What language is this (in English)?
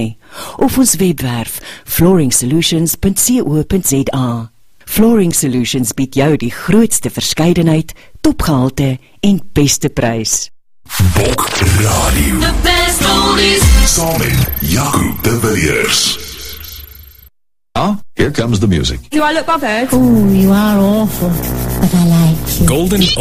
Afrikaans